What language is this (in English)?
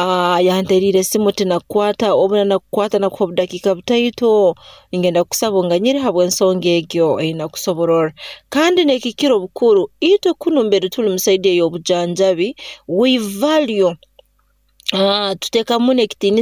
Nyoro